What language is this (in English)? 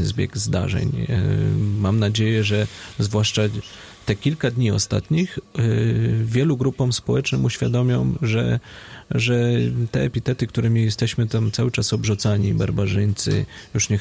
Polish